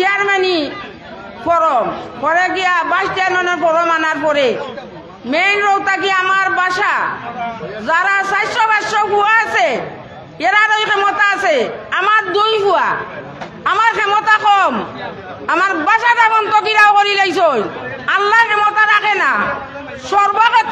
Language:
Sylheti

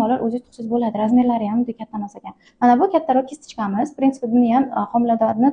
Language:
Uzbek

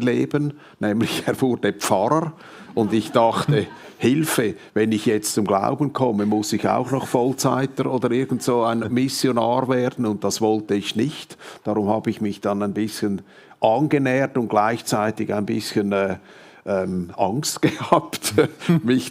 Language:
Swiss German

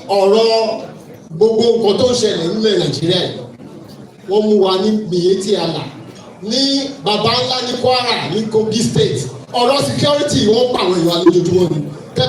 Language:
Yoruba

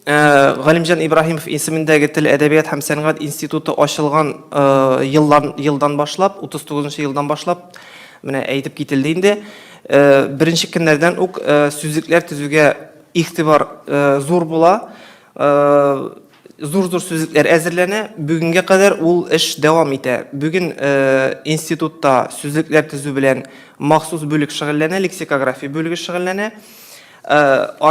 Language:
Tatar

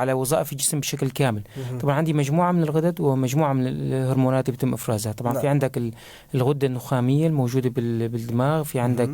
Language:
North Levantine Arabic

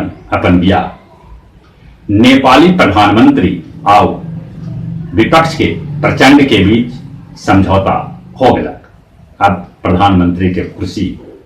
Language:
Magahi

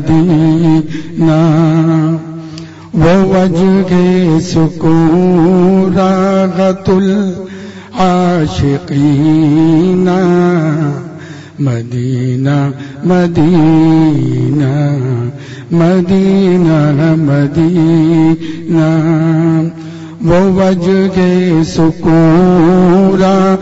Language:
Urdu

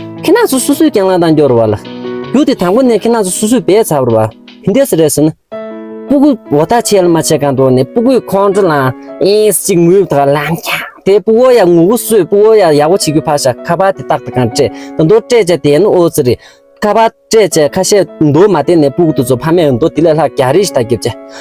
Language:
Tibetan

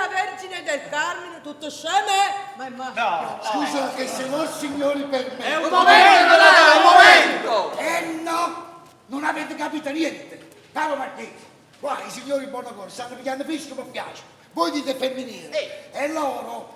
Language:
Neapolitan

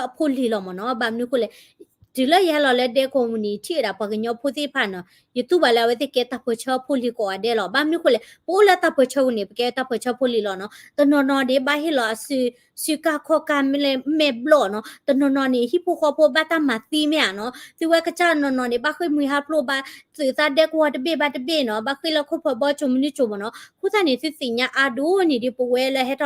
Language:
S'gaw Karen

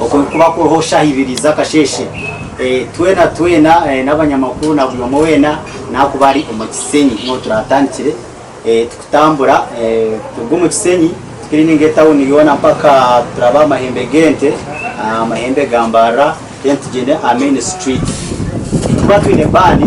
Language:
Nyankole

